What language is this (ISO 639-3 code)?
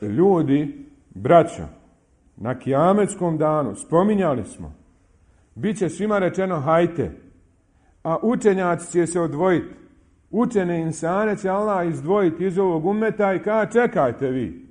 bos